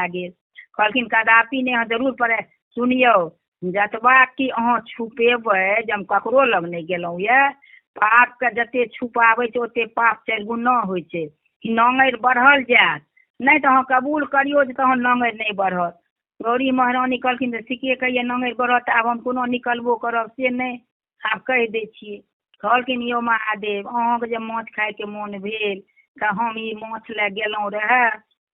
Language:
Maithili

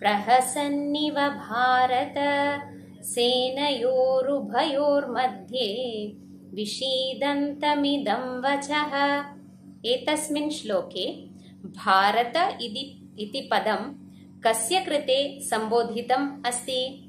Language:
Sanskrit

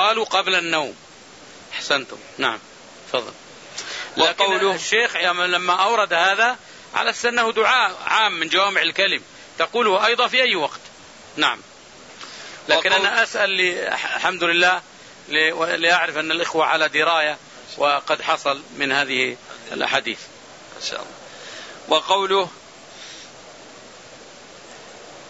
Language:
Arabic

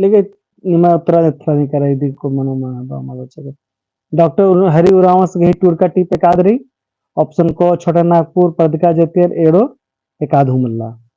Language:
Kurukh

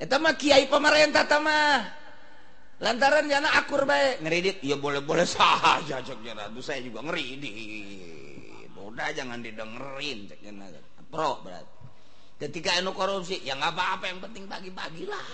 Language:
Sundanese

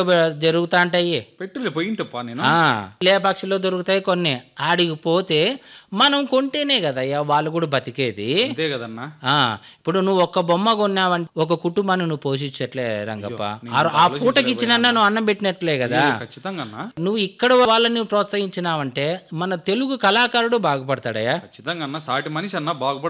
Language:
Telugu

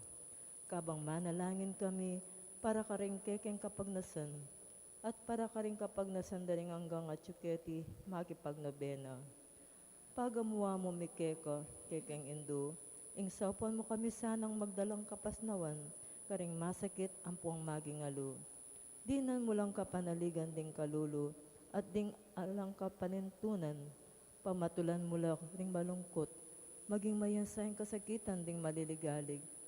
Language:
Pampanga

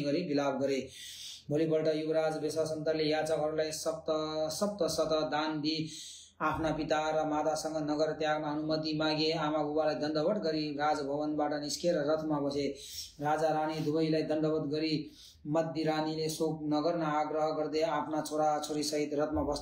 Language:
Nepali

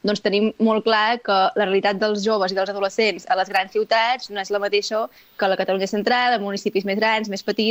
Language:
Catalan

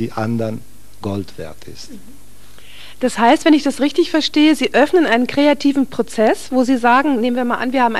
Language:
German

